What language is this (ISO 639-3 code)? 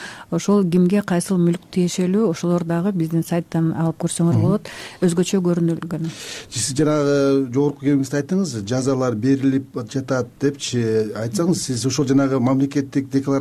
kir